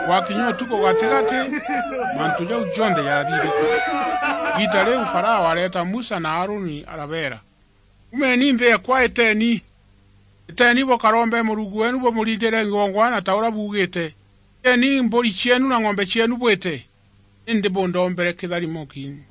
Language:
Meru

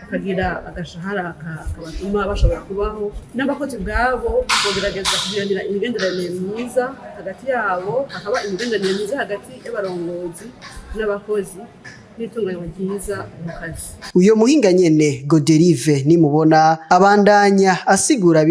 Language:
Rundi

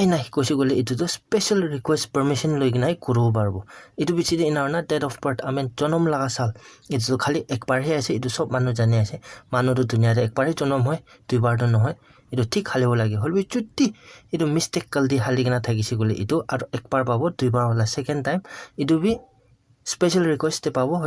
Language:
Naga Pidgin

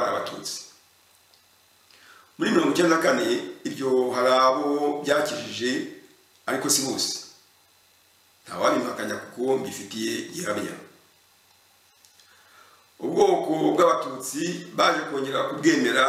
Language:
Kinyarwanda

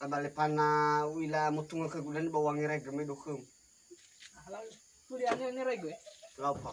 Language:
Nias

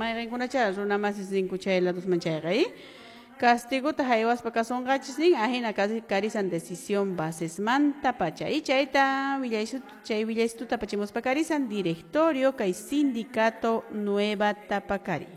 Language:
Quechua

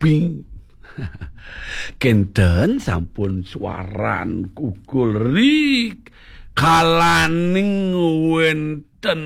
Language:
Balinese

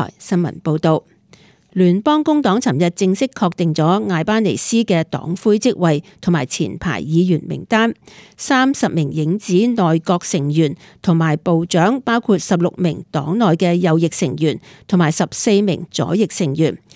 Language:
Cantonese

